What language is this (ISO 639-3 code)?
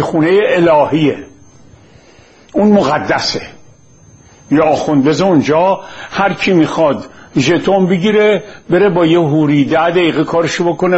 fas